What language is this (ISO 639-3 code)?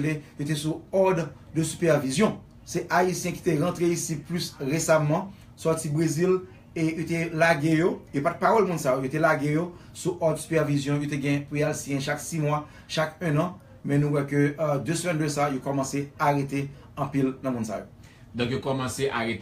hat